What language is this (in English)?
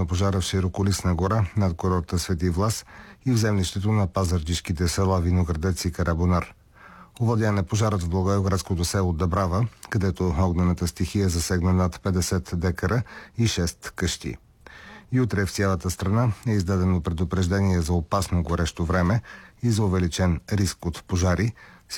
Bulgarian